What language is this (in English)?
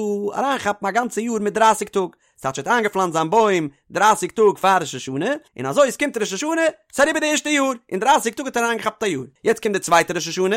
Yiddish